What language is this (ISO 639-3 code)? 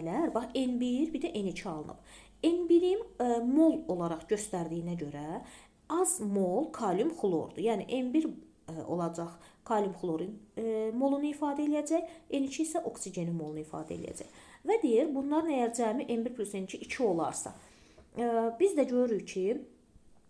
aze